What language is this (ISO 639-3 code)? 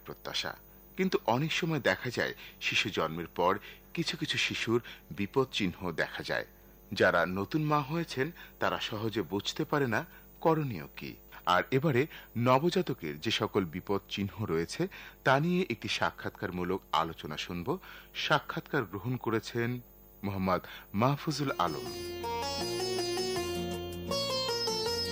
ben